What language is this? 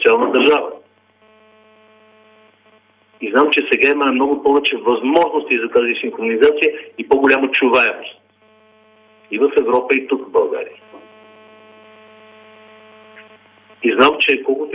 Bulgarian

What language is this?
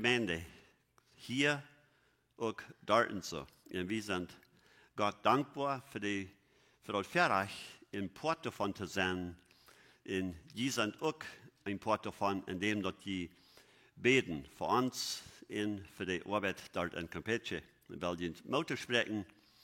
Plautdietsch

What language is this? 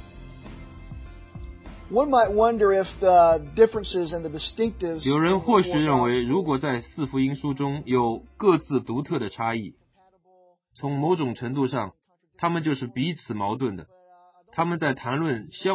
Chinese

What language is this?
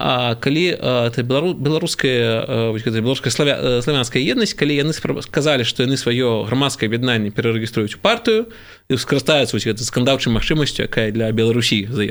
Belarusian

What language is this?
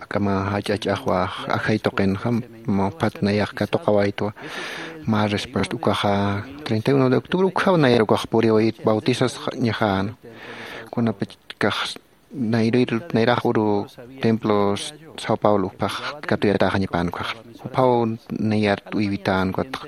Aymara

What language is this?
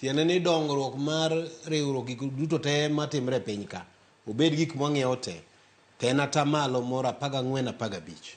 Luo (Kenya and Tanzania)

